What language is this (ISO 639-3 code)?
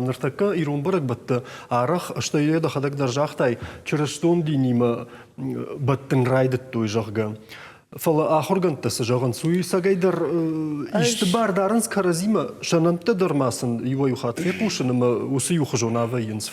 oss